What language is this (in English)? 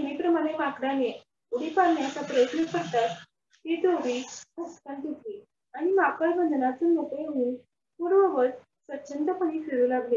Marathi